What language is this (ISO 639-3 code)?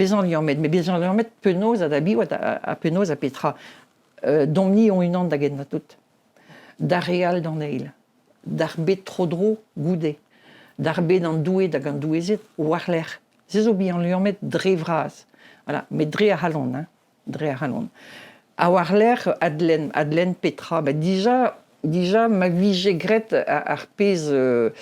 bre